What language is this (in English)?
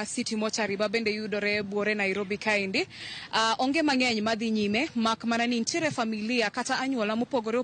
Luo (Kenya and Tanzania)